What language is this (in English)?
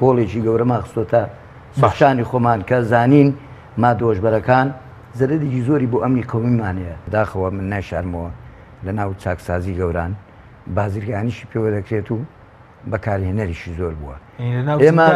Central Kurdish